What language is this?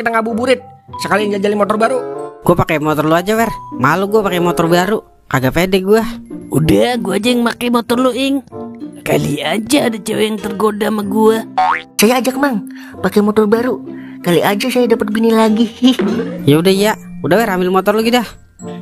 Betawi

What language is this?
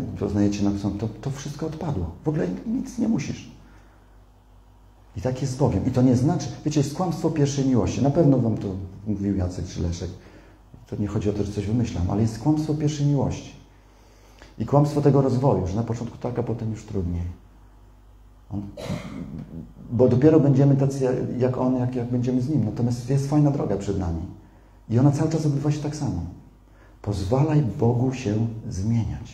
Polish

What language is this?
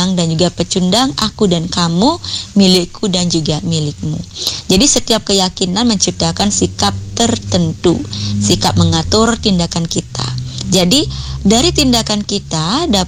Indonesian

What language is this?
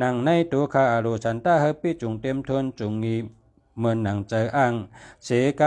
Shan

